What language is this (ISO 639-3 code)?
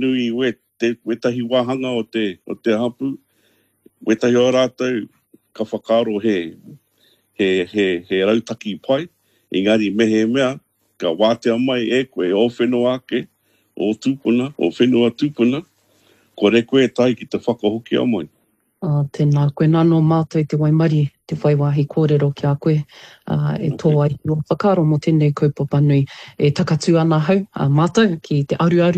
mri